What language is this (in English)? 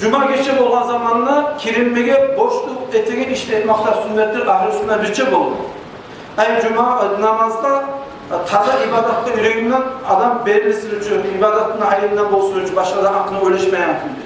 Kumyk